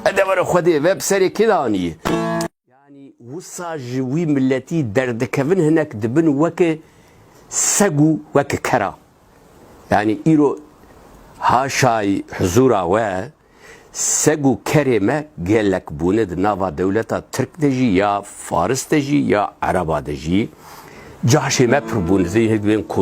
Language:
Kurdish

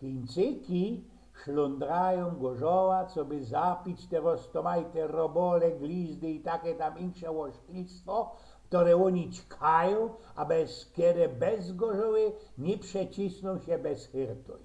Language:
Silesian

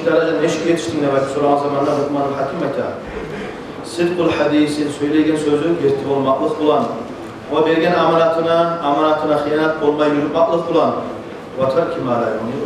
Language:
Kumyk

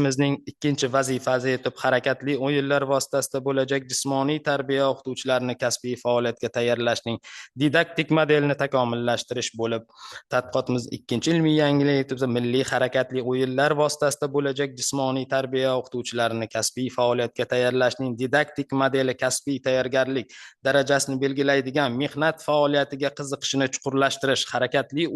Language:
Uzbek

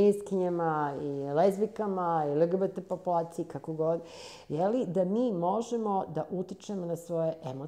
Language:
Serbian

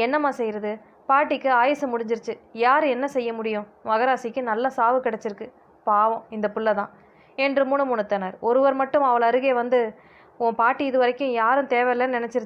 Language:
Tamil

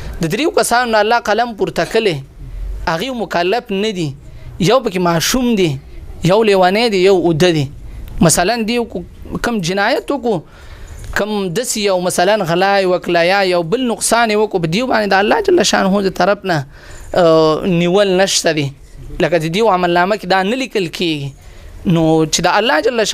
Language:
Pashto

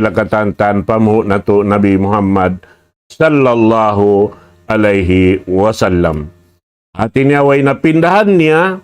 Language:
Tausug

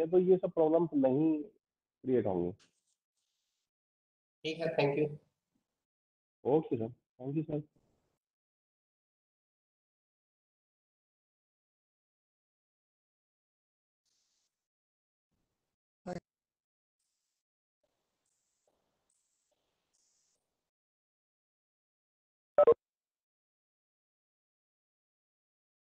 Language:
Hindi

